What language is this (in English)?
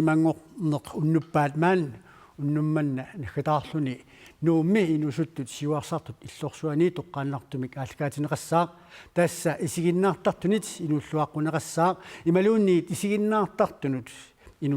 Kalaallisut